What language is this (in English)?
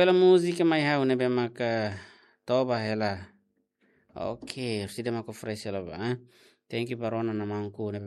Tetum